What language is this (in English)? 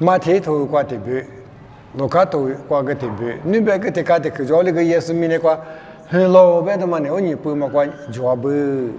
Lisu